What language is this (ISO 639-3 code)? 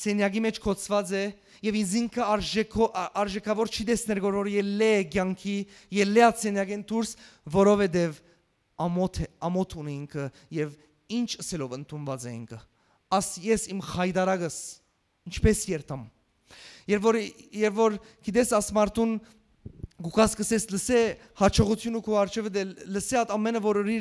hyw